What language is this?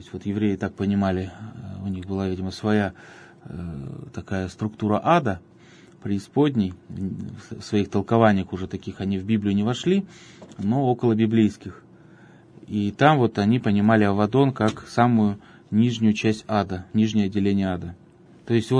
Russian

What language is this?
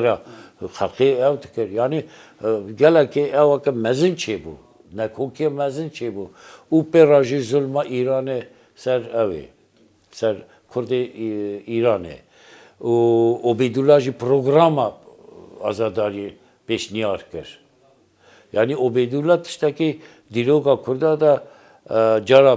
Kurdish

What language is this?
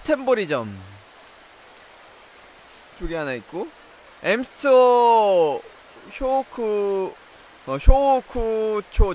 Korean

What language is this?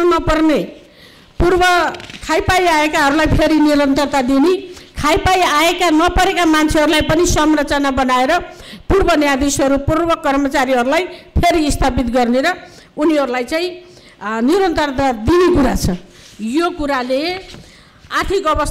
Nepali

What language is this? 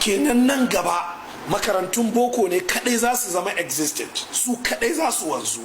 Hausa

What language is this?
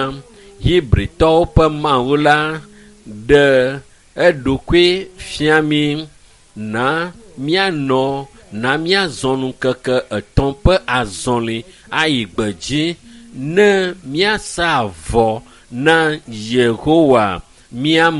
Ewe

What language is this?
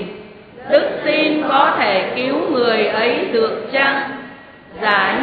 Vietnamese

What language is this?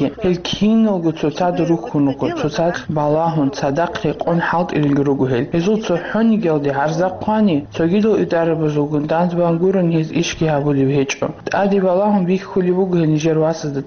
Avaric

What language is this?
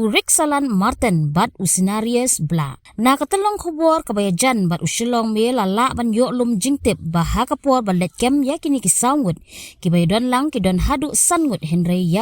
Khasi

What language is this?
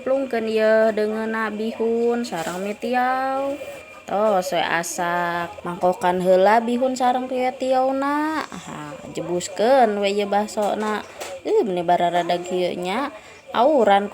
Sundanese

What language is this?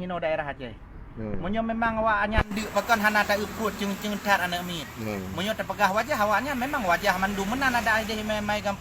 Achinese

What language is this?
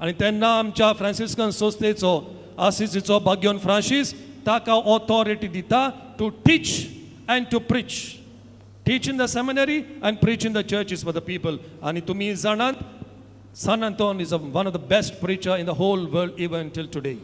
Konkani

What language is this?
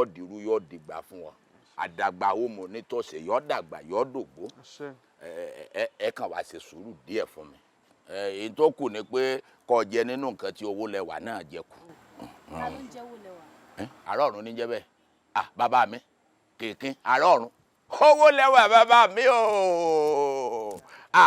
Yoruba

